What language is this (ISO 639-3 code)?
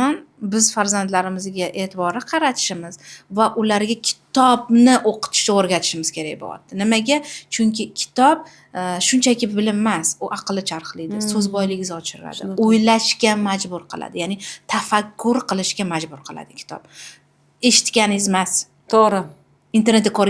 uzb